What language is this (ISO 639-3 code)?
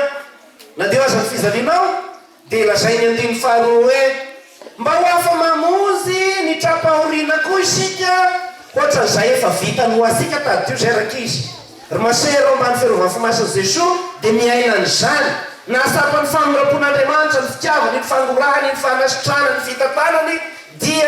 mlg